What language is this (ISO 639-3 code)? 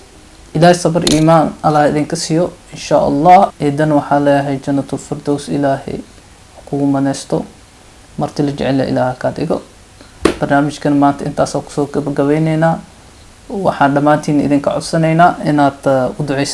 som